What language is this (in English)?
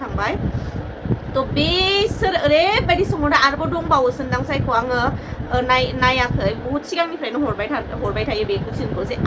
Bodo